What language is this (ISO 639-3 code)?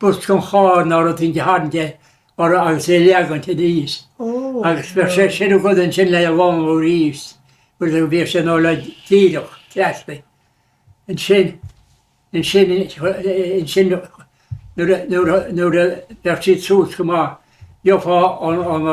gle